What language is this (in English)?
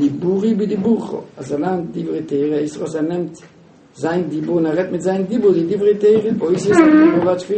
Yiddish